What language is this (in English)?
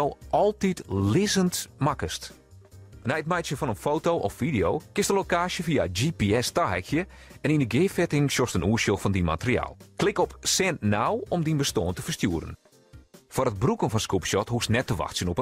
Western Frisian